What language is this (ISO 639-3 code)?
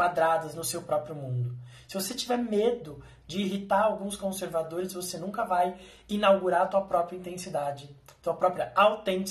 por